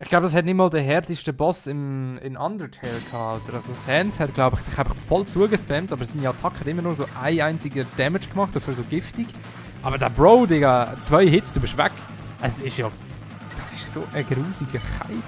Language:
Swiss German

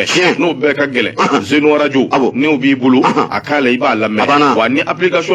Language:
Bambara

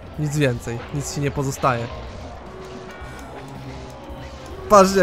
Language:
Polish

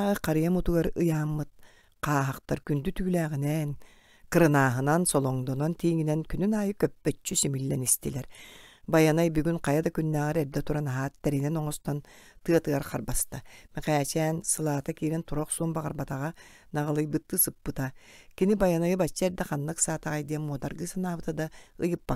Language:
Yakut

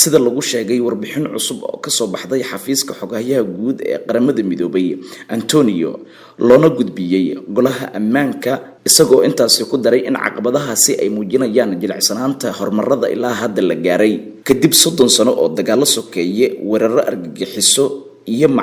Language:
Somali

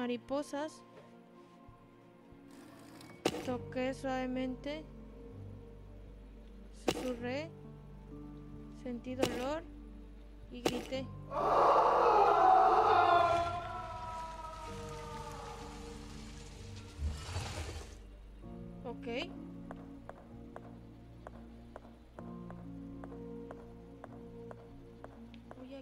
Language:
Spanish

